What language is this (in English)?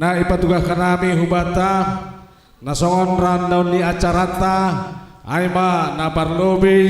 Batak Simalungun